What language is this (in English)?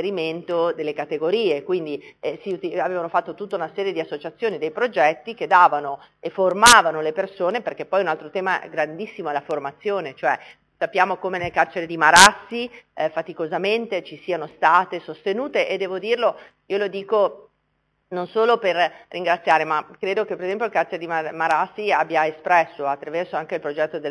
Italian